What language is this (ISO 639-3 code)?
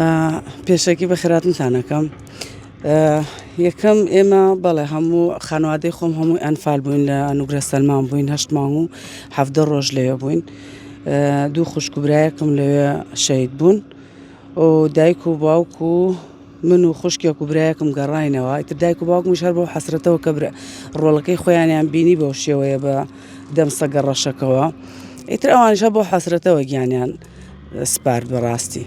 ckb